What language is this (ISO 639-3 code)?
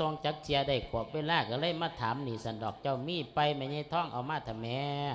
lao